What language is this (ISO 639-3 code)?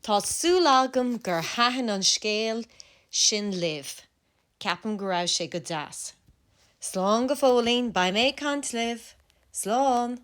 gle